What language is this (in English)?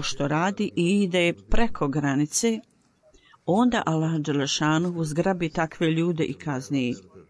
Bosnian